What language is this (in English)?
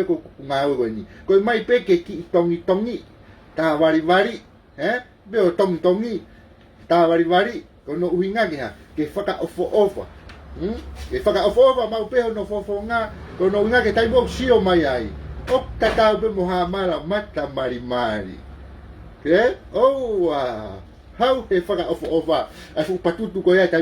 Tongan